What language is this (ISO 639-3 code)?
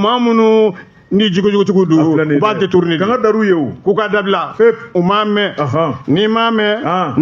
bam